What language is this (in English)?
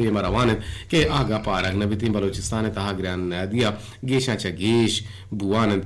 Eastern Balochi